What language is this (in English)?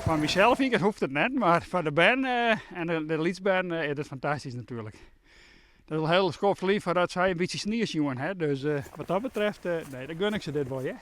Western Frisian